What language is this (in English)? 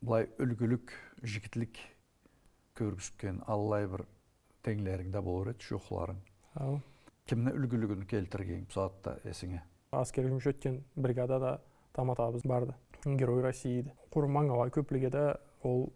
Karachay-Balkar